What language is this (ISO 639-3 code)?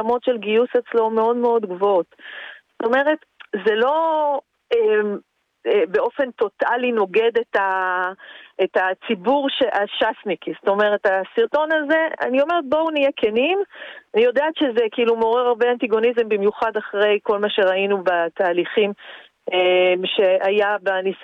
heb